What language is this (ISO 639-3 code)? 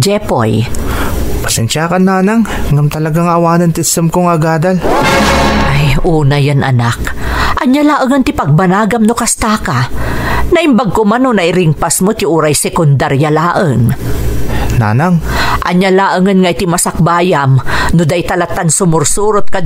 ilo